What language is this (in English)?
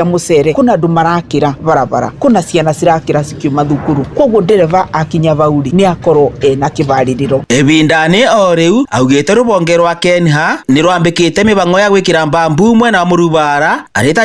Kikuyu